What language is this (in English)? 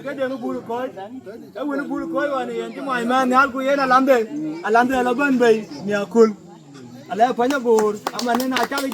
Dinka